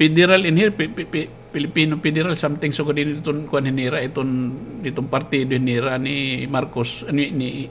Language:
Waray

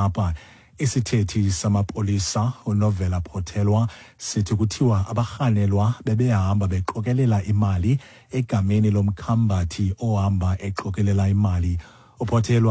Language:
Xhosa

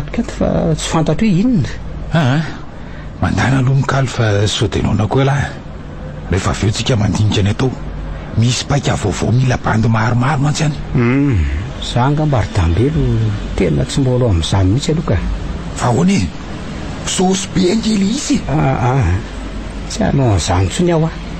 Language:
Malagasy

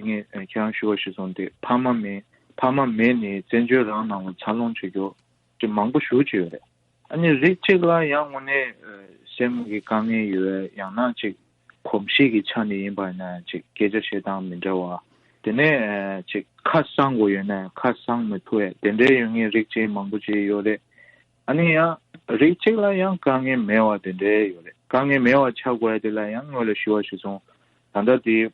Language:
Tibetan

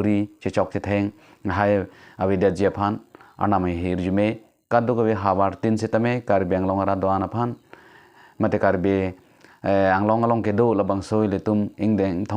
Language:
Karbi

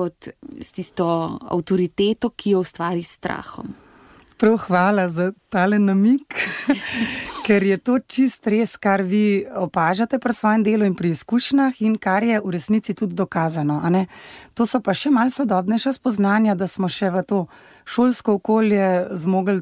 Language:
Slovenian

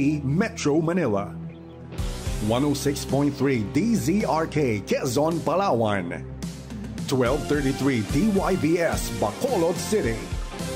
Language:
Filipino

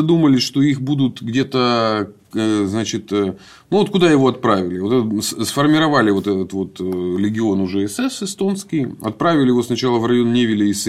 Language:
Russian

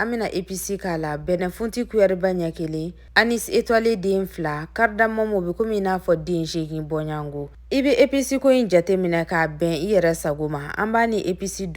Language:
Bambara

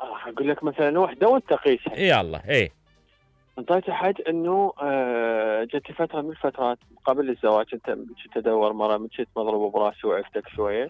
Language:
Mesopotamian Arabic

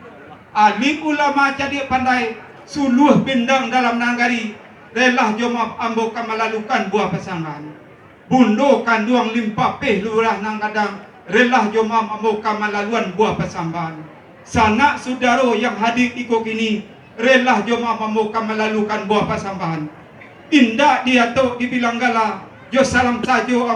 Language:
Minangkabau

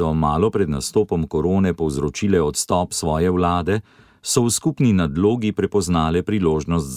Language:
Slovenian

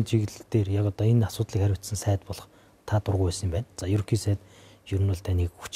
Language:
Mongolian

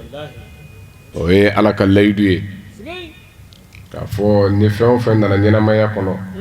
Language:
Bambara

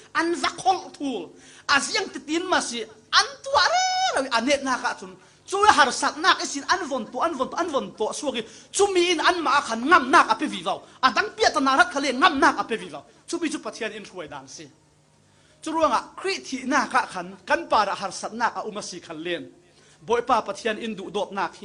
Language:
Falam Chin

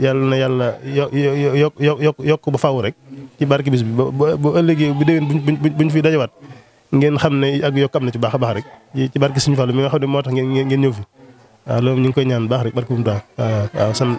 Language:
Wolof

